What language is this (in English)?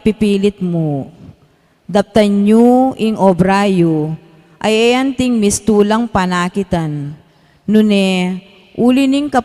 Pampanga